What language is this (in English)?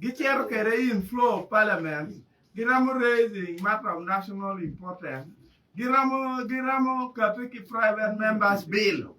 Acoli